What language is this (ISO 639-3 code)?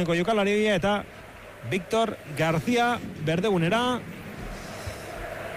eus